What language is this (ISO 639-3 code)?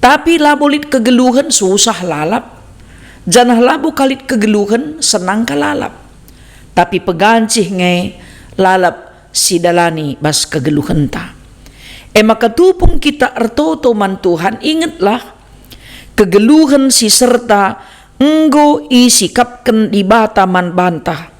btx